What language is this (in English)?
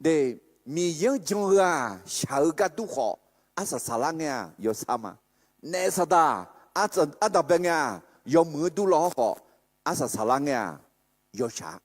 Akha